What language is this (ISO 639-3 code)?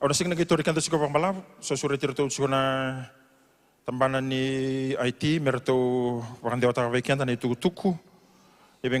fij